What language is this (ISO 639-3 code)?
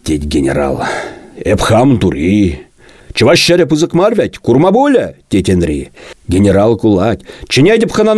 chv